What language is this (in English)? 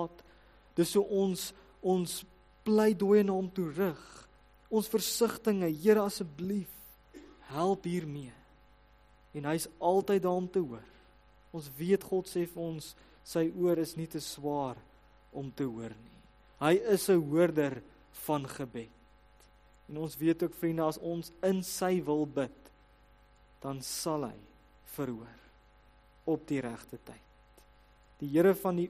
Afrikaans